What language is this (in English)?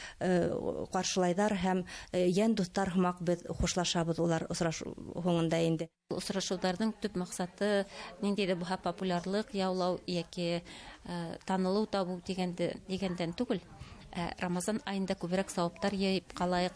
Bashkir